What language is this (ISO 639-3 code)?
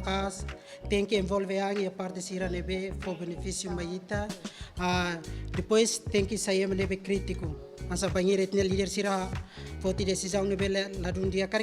tet